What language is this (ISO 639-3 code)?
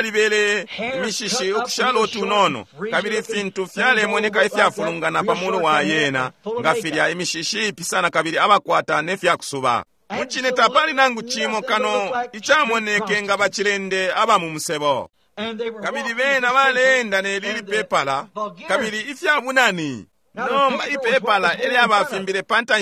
bem